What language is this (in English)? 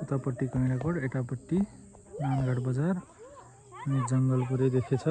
Nepali